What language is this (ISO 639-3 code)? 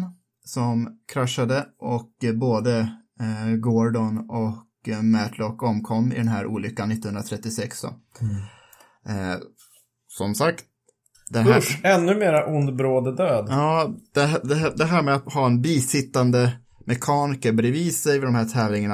swe